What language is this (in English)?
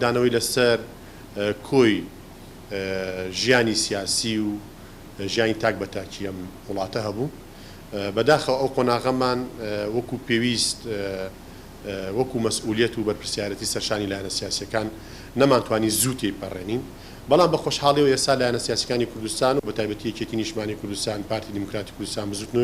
Central Kurdish